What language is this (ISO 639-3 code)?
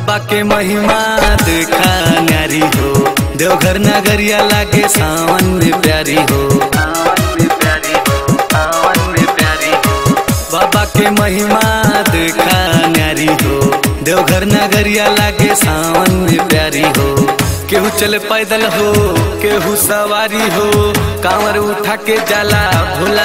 bho